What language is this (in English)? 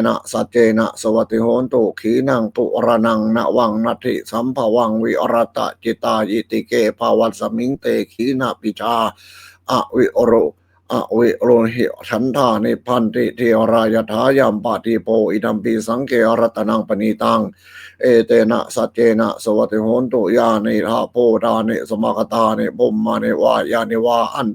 Pali